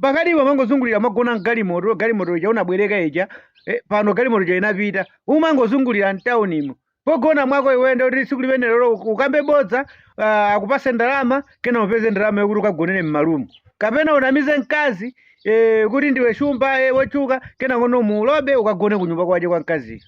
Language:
Nyanja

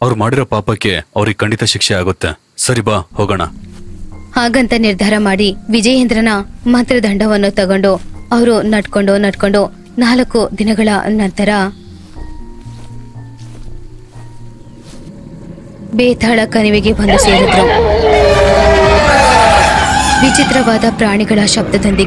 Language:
Kannada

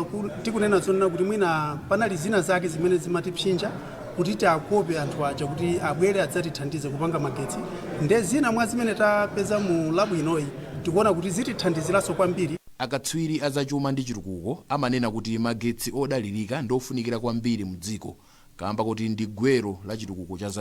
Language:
Nyanja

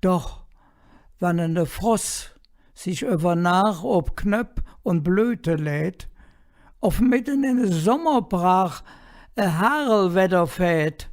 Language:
Colognian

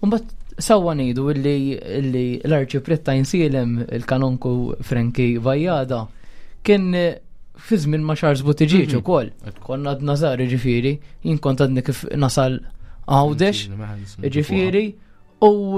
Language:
Maltese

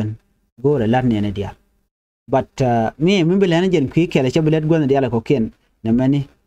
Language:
Nuer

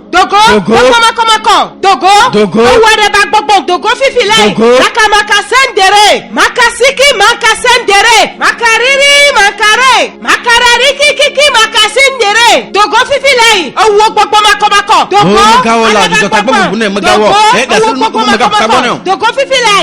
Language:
Ewe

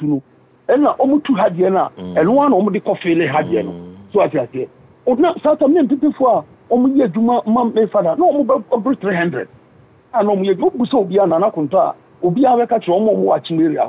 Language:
Akan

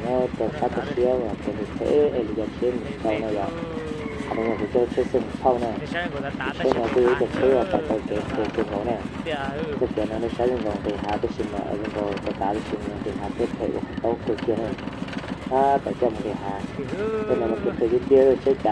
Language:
Hmong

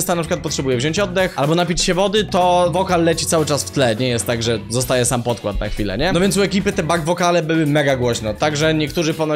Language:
Polish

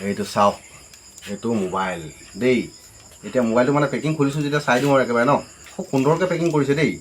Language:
Assamese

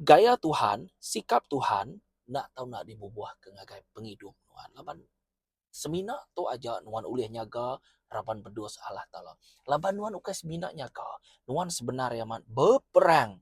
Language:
Iban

